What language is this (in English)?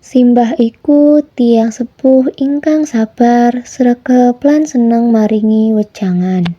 Javanese